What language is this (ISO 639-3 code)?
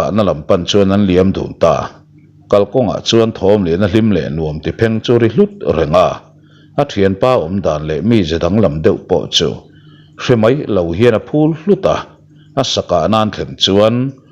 lus